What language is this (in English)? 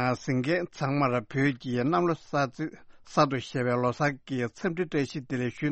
Tibetan